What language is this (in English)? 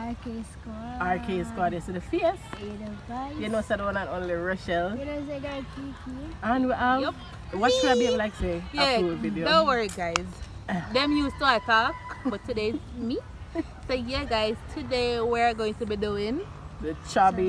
Jamaican Creole English